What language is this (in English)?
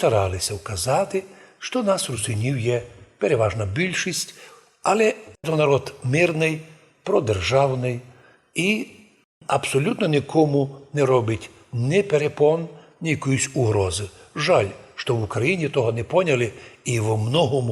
Rusyn